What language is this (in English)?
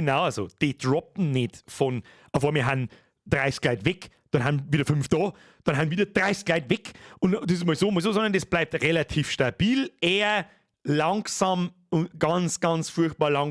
Bavarian